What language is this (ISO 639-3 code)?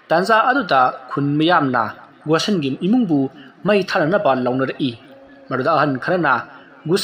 mni